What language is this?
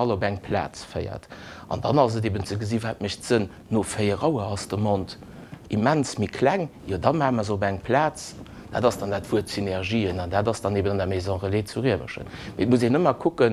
Luxembourgish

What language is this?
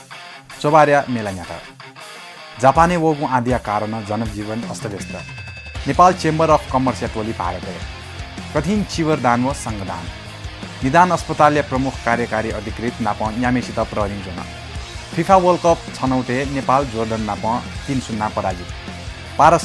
Newari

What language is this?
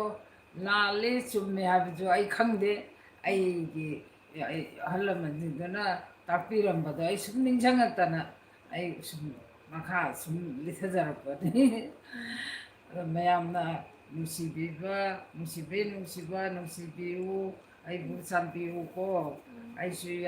Manipuri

